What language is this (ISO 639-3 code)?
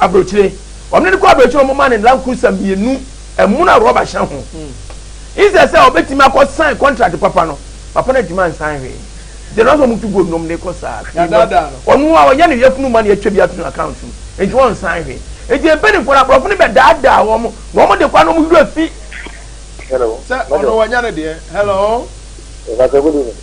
aka